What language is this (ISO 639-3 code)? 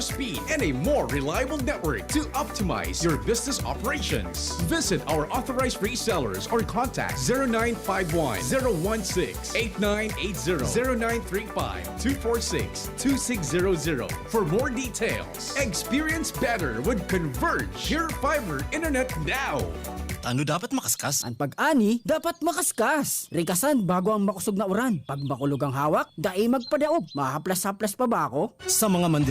bik